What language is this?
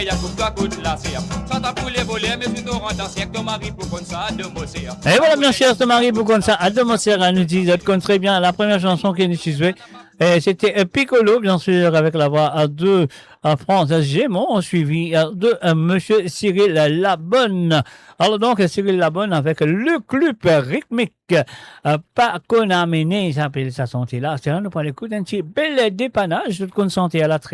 Morisyen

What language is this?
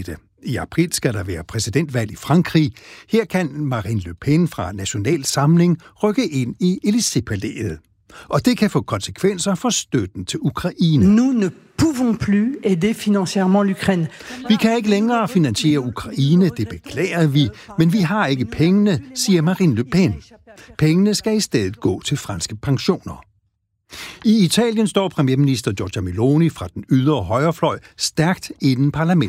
Danish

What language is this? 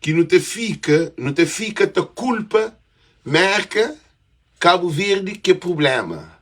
Kabuverdianu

